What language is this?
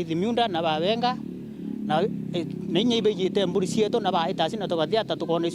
Meru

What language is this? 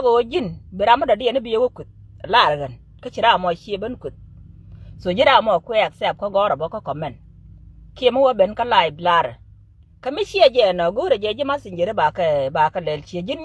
Nuer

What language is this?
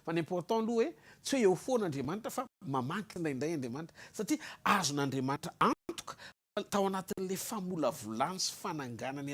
Malagasy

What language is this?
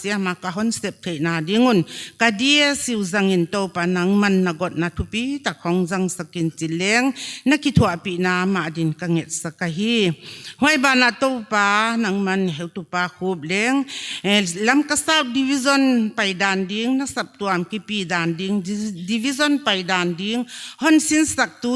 Paite Chin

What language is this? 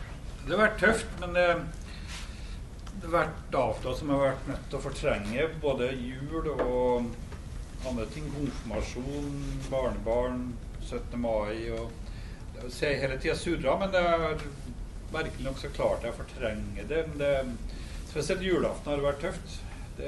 Norwegian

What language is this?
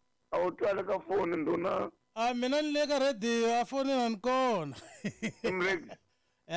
Tsonga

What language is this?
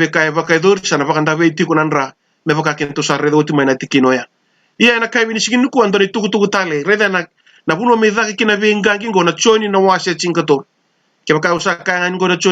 Fijian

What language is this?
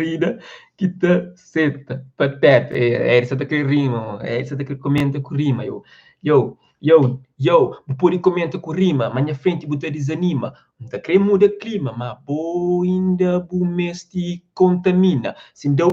Kabuverdianu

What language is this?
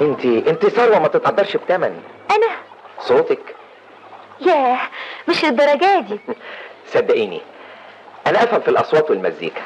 Egyptian Arabic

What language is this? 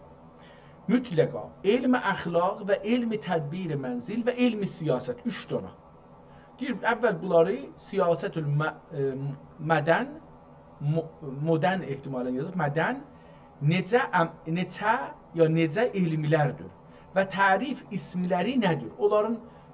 South Azerbaijani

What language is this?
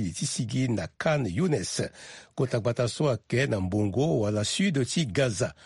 Sango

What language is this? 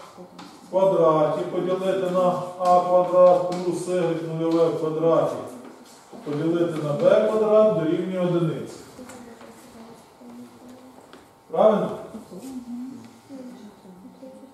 Ukrainian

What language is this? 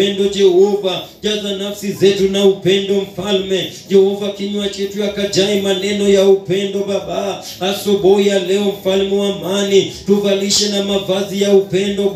Swahili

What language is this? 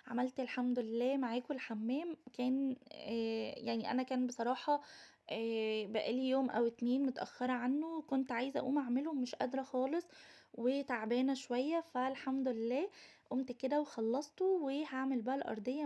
Egyptian Arabic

